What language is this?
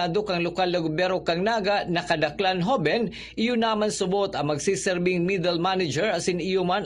Bikol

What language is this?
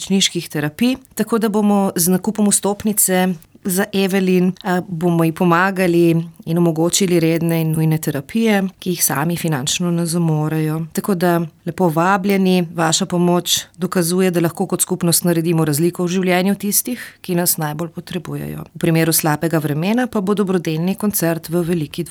Slovenian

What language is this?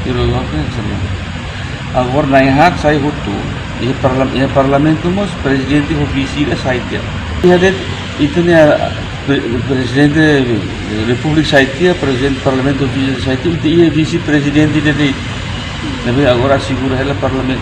Tetum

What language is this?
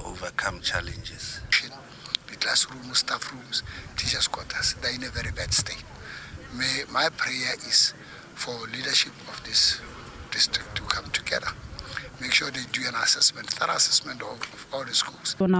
Tswana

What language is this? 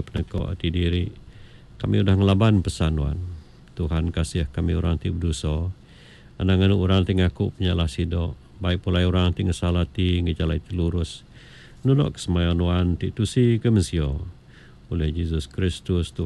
Iban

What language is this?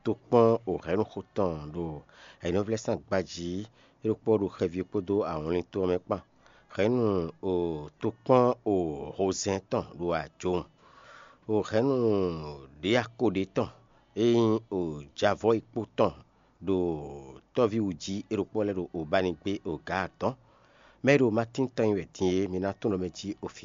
Fon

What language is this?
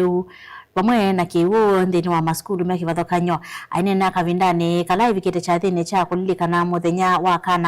Kamba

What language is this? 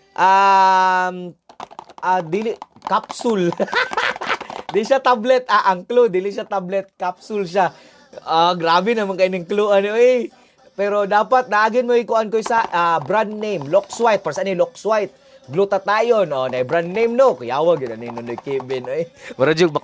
Cebuano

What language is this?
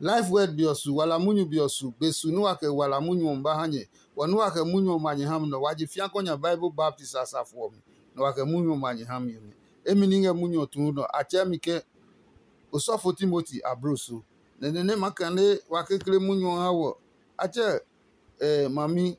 Adangme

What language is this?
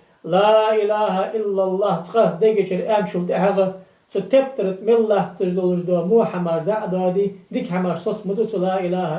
Ingush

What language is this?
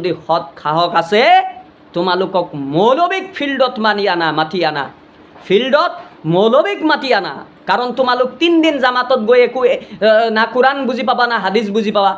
Assamese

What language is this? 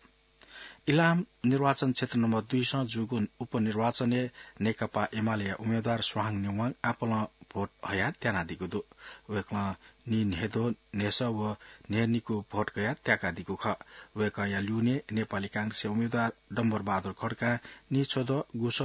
Newari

